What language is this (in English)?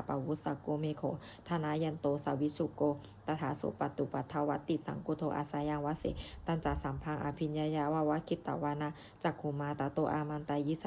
Pali